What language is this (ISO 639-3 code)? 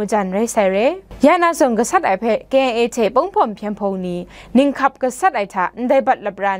kac